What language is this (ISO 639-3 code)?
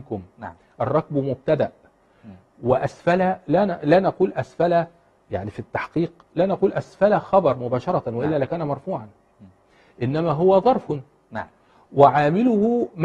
ara